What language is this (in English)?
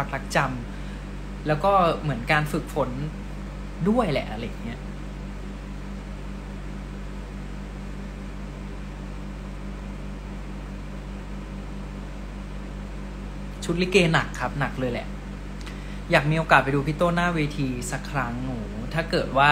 Thai